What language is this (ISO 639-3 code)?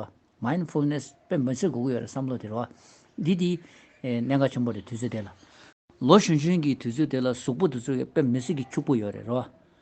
bod